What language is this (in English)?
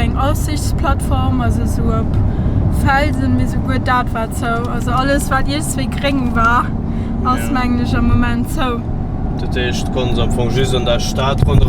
Luxembourgish